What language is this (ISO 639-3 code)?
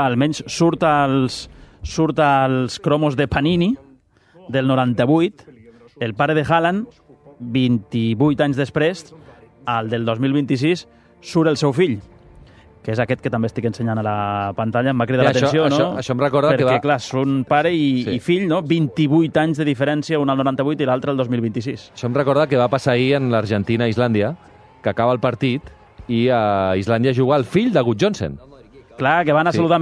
cat